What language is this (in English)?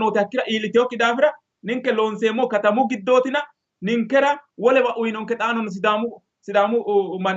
Sidamo